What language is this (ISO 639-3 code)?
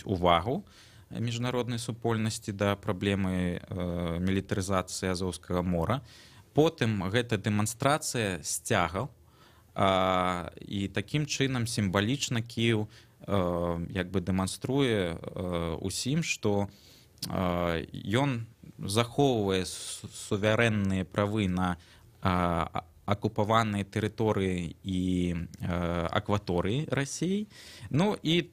bel